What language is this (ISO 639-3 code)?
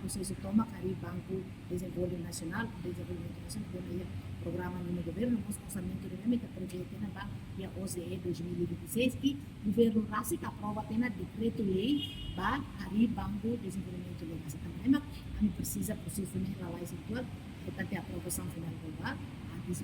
tet